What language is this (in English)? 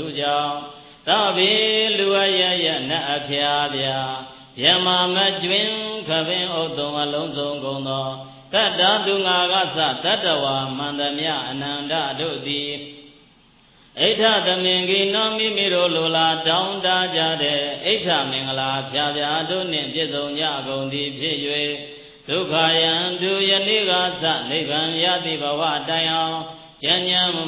Burmese